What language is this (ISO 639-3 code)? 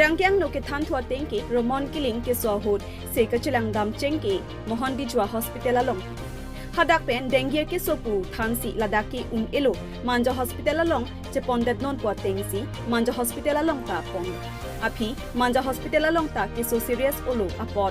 mjw